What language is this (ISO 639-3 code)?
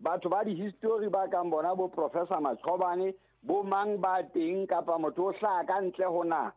sot